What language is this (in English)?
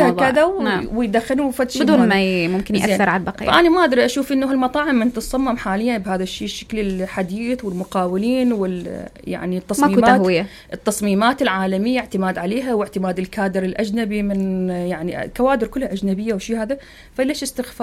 Mesopotamian Arabic